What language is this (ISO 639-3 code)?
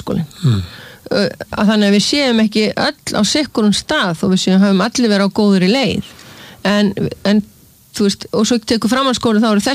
isl